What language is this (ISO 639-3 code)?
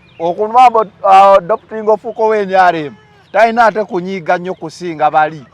lug